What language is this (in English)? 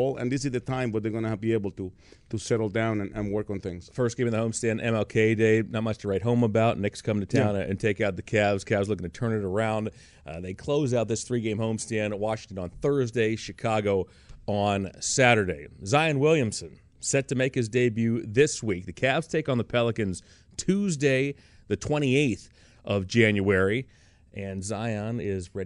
English